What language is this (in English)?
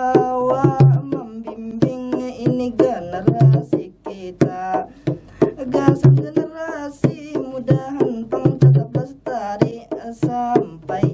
Banjar